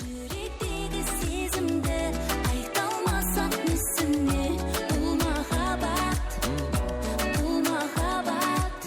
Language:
Kara-Kalpak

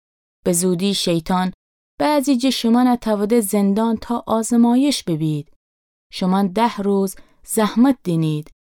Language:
Gilaki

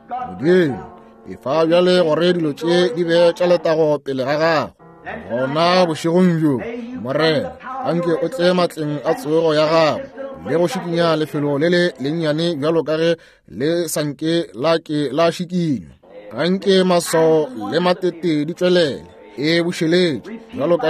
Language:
Northern Sotho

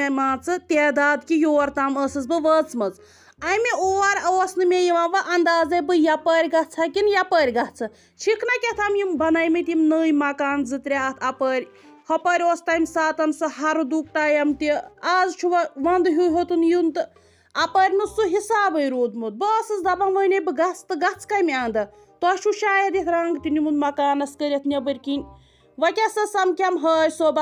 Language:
Kashmiri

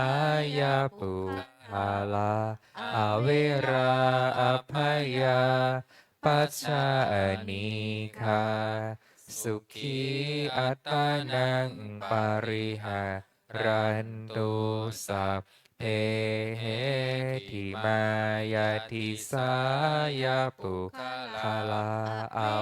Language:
Pali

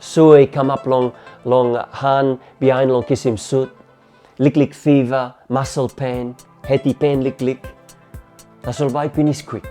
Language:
Tok Pisin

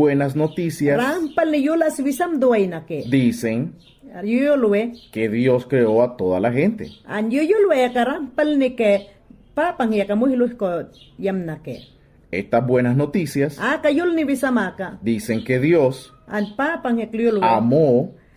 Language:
Mayangna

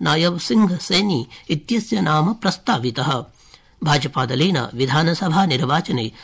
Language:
Sanskrit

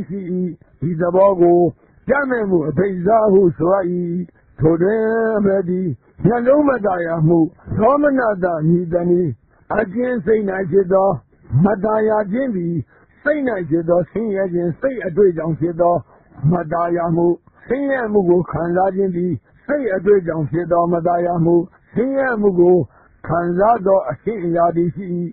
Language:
Burmese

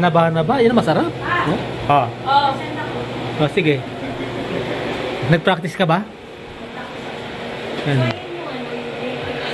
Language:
Filipino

